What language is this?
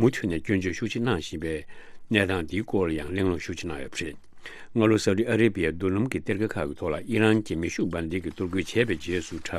Tibetan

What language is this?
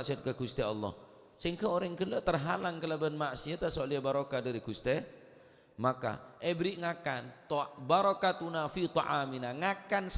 Madurese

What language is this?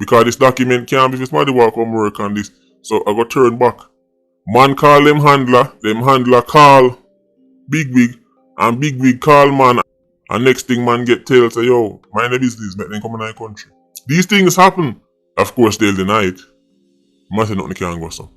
Jamaican Creole English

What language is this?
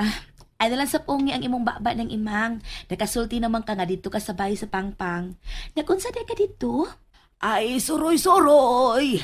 Cebuano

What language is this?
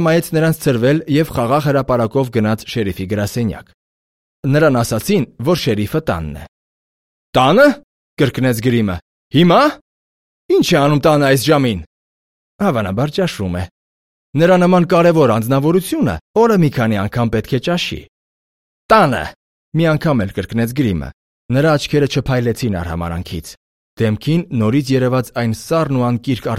Armenian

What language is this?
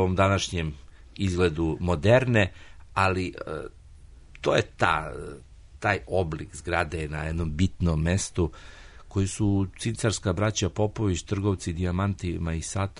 Serbian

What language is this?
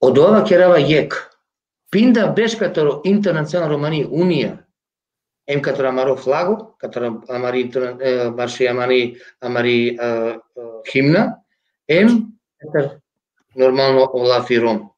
Balkan Romani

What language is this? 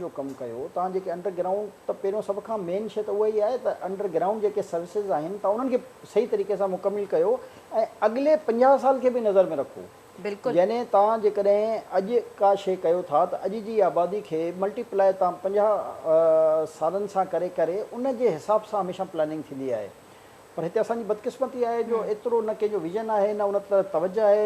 Sindhi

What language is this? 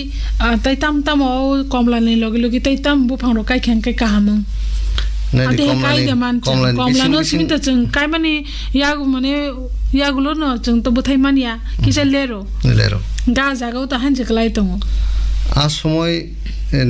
Kok Borok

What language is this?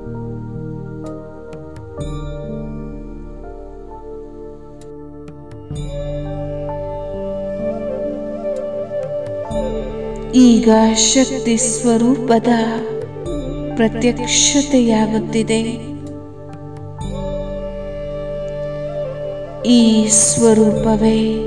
Kannada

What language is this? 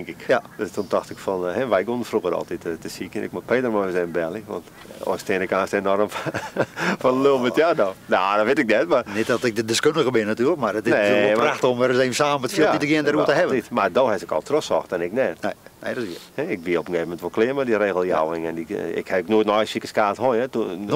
Western Frisian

